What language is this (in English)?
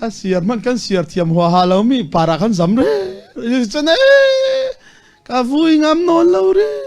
Falam Chin